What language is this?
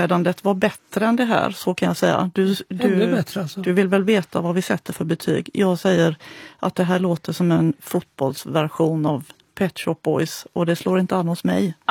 Swedish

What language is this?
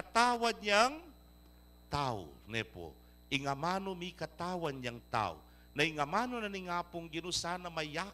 Pampanga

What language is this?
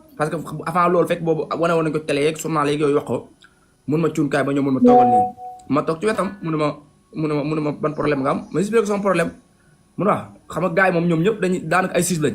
Wolof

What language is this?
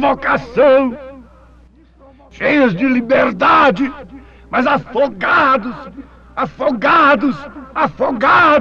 Portuguese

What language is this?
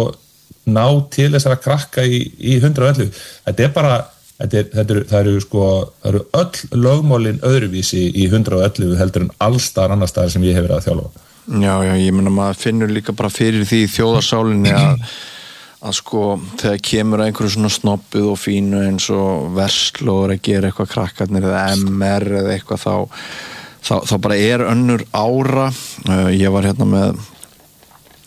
Icelandic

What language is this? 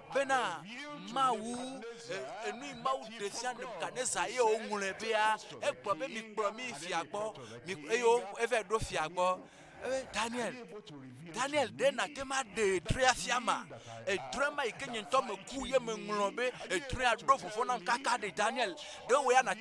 Ewe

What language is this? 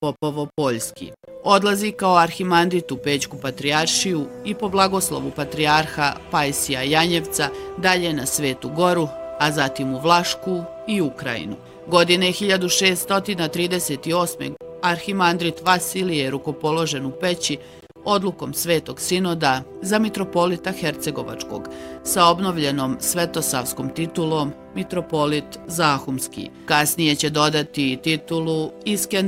Bosnian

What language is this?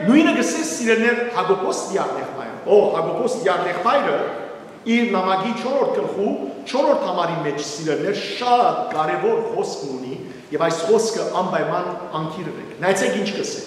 Western Armenian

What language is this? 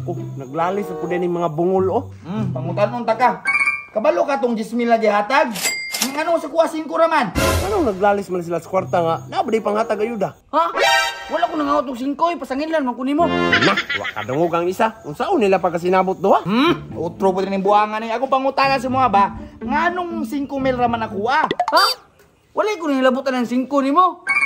Cebuano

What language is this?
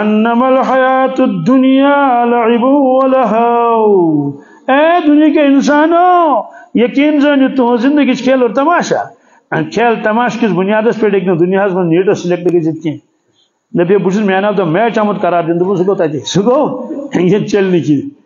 Kashmiri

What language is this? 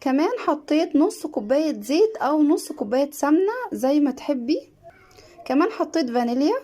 Egyptian Arabic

